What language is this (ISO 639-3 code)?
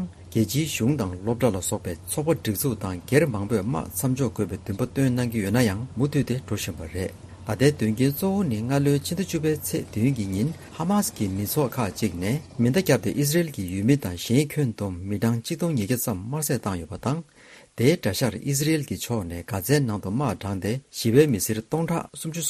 bod